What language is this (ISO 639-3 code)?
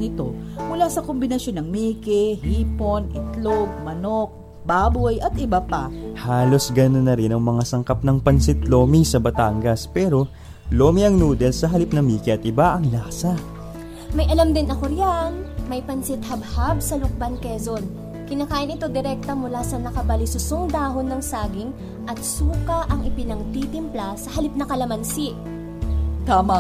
fil